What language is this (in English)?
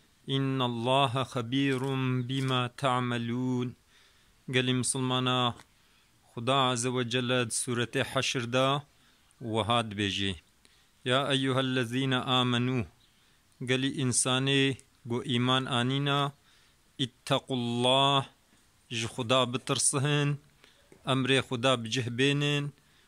Kurdish